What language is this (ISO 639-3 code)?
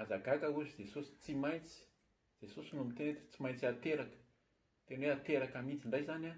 mlg